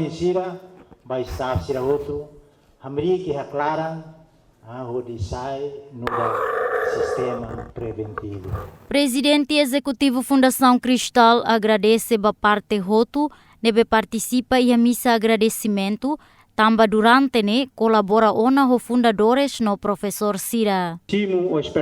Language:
Tetum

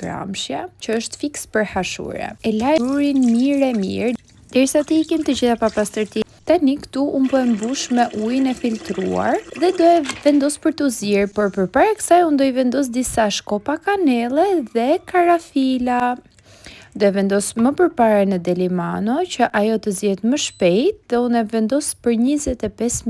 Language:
Albanian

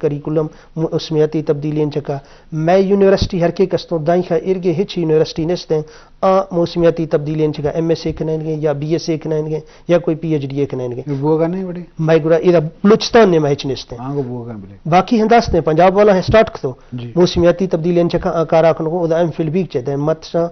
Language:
Eastern Balochi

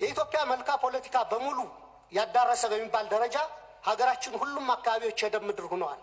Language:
Amharic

